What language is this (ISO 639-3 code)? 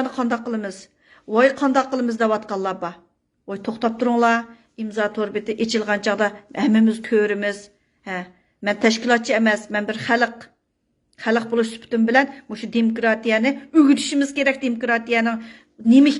uig